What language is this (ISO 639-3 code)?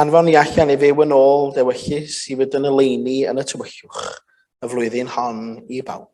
cym